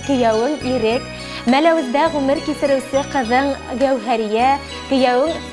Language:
Bashkir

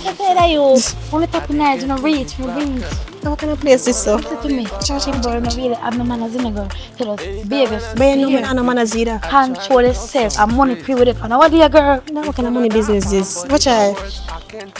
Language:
Jamaican Creole English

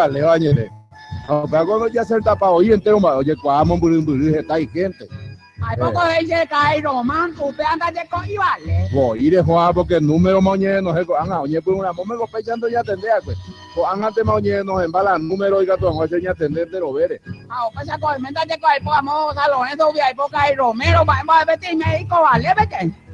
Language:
Guarani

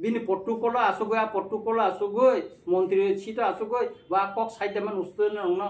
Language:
Kok Borok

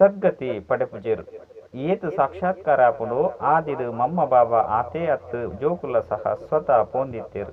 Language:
Tulu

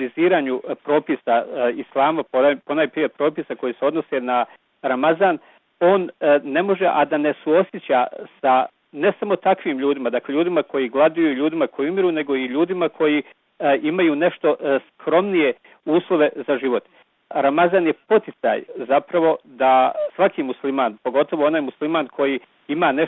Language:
Bosnian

